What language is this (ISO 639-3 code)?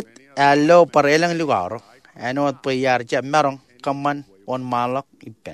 mah